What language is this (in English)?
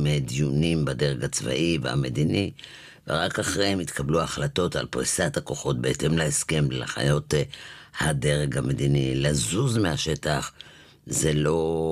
Hebrew